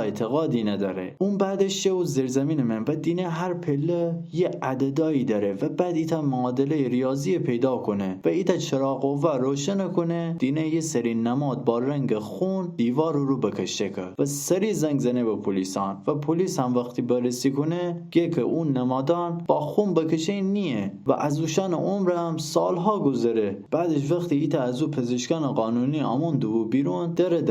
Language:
Gilaki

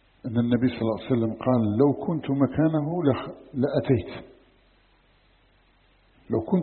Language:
Arabic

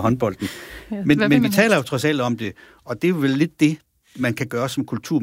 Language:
Danish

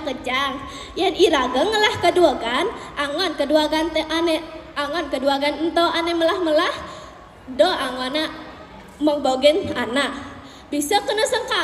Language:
Balinese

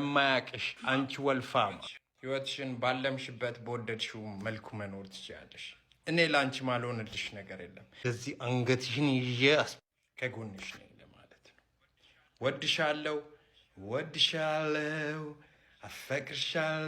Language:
Amharic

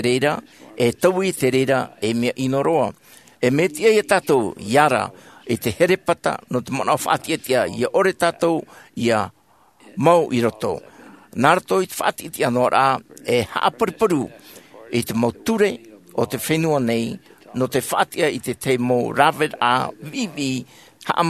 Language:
Tahitian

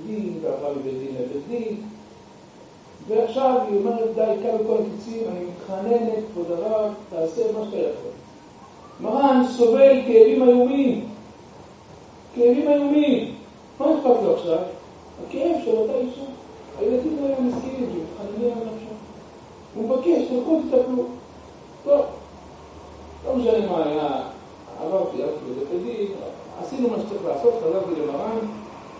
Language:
Hebrew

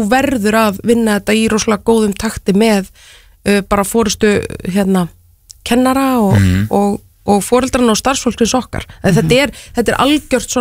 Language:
Icelandic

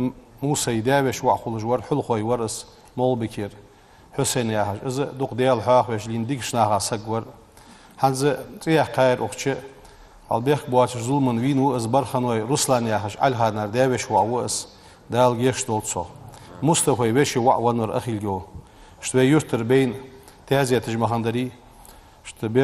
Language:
Ingush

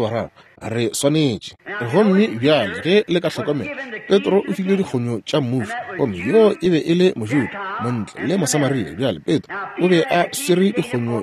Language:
Northern Sotho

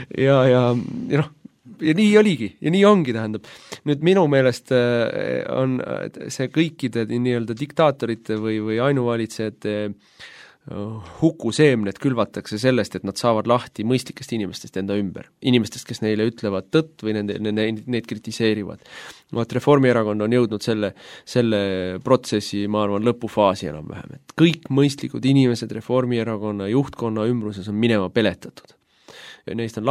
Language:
Estonian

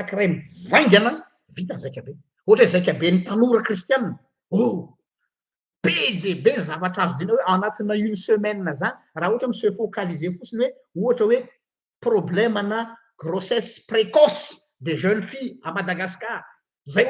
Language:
Malagasy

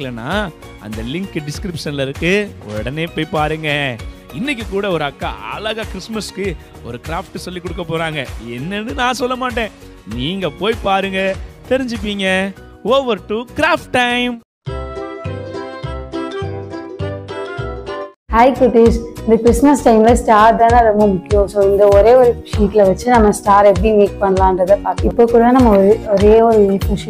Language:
Tamil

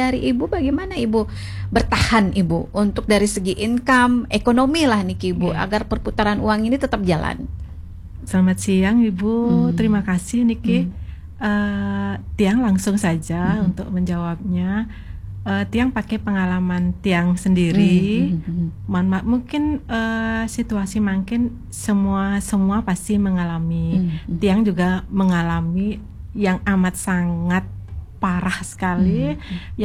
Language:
Indonesian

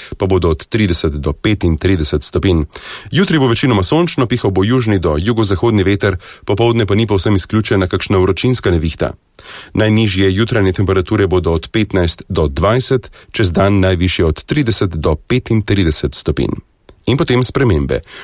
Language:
Slovenian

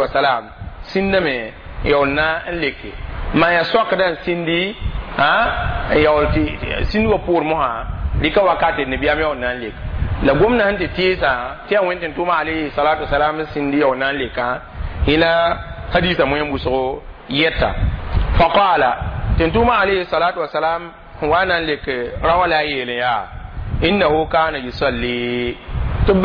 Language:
Mossi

